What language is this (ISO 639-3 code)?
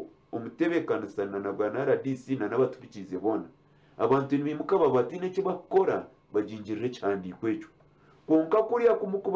nyn